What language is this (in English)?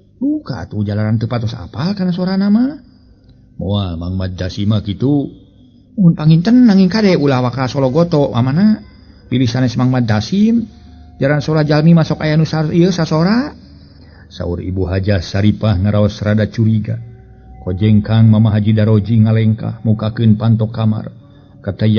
Sundanese